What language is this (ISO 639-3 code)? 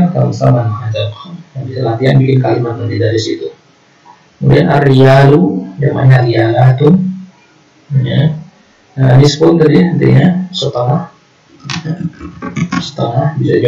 ind